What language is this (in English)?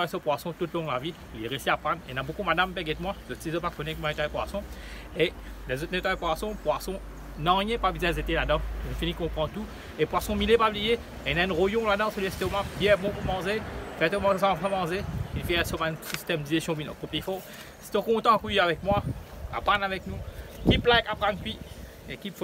Morisyen